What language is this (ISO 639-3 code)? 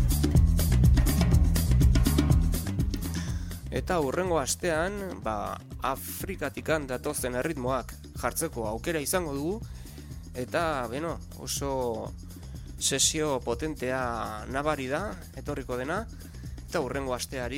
eus